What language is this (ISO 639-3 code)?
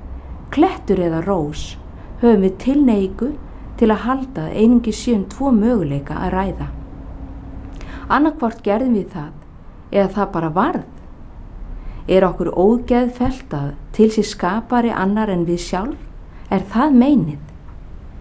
isl